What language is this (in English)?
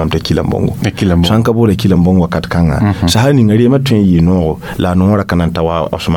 Mossi